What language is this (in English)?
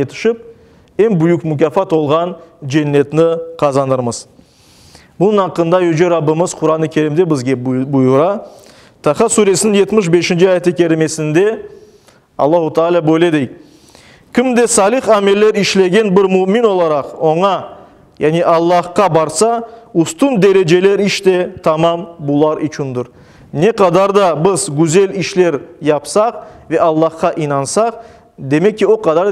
Crimean Tatar